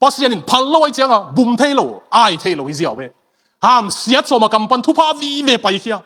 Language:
Tedim Chin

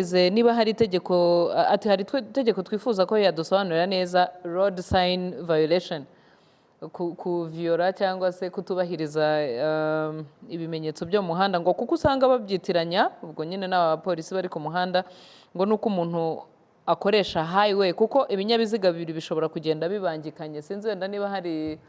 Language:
Kinyarwanda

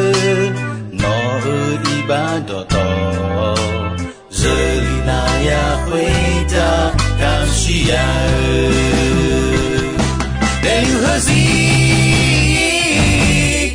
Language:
Akha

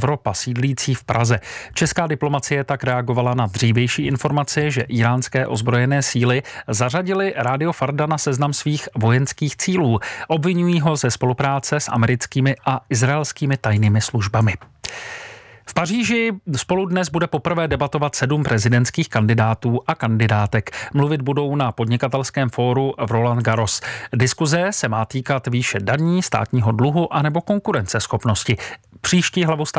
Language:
Czech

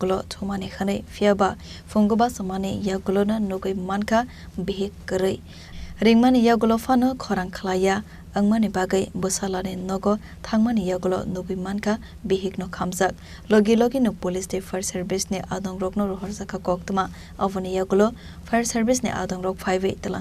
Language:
Kok Borok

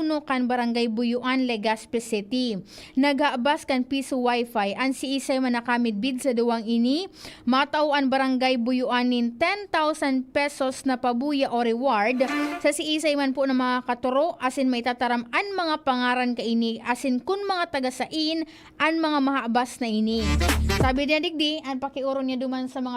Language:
Bikol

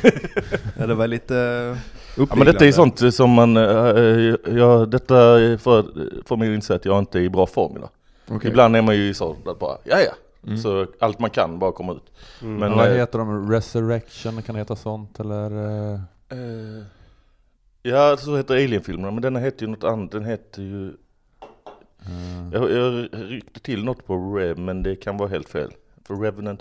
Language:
Swedish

